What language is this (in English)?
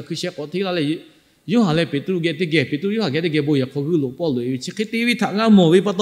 Lahu